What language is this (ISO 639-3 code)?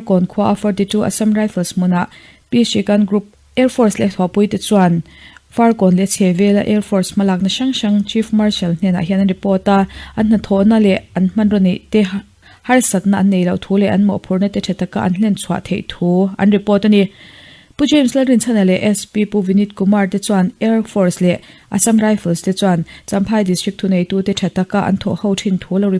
lus